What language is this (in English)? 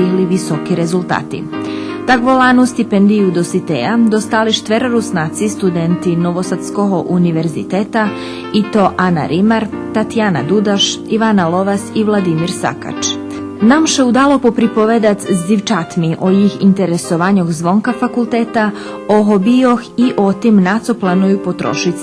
Rusyn